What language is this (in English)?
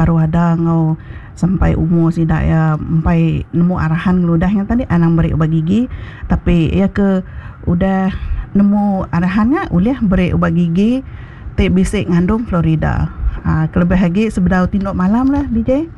Iban